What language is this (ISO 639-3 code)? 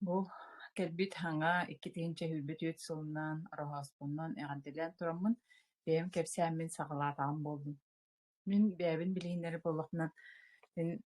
sah